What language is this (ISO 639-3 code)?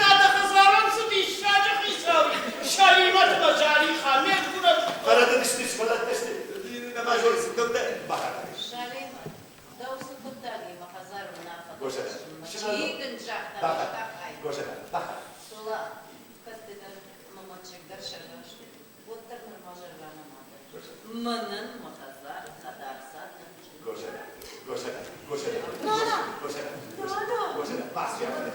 oss